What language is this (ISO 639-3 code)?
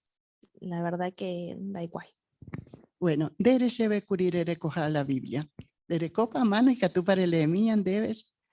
grn